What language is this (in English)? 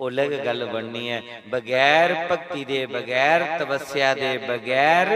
Dogri